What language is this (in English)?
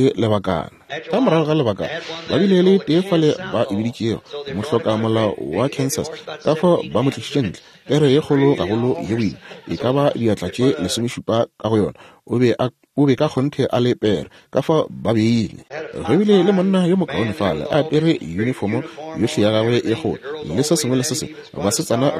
Northern Sotho